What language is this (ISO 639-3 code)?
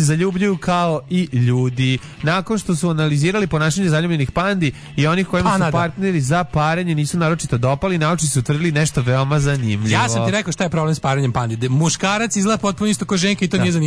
srp